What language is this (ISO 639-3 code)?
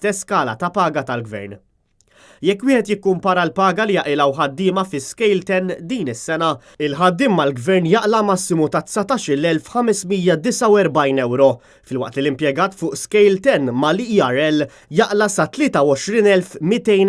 mlt